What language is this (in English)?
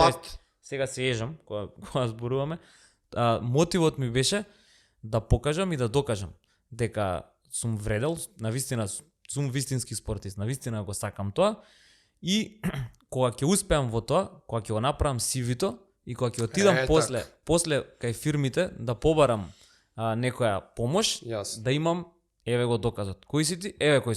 Macedonian